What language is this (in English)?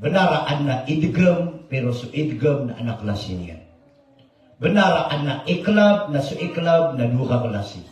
Maranao